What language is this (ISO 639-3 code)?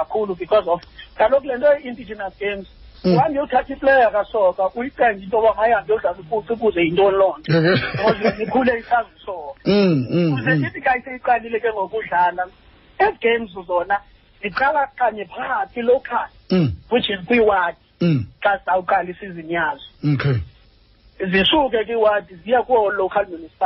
xho